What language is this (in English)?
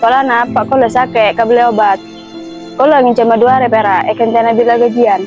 Madurese